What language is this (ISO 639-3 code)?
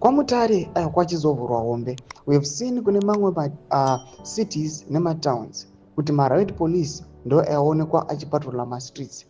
sna